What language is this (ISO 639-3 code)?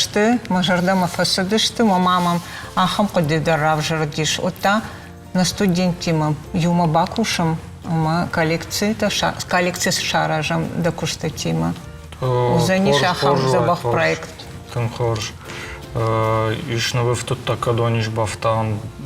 oss